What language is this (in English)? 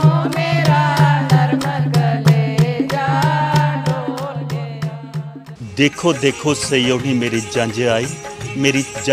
Dogri